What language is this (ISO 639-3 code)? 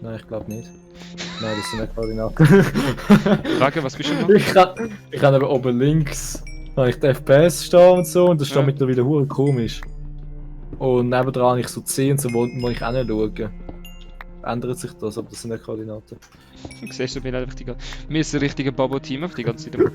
gsw